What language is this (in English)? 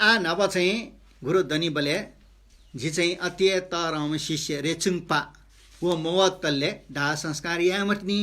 Newari